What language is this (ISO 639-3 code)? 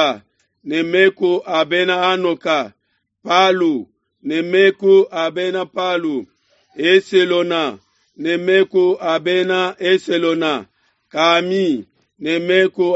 lua